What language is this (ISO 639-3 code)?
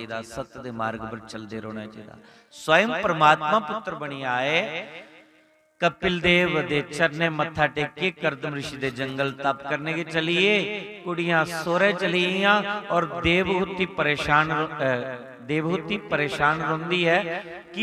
doi